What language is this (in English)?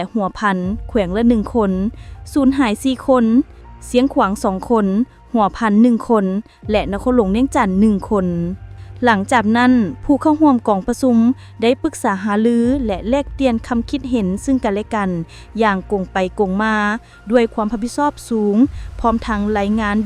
Lao